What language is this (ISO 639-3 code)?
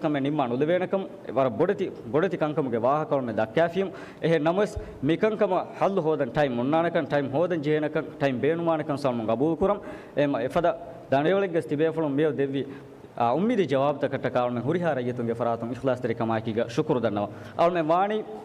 div